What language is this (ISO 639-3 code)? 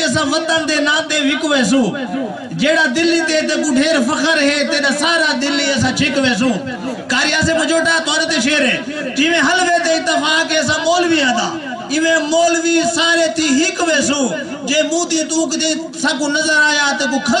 skr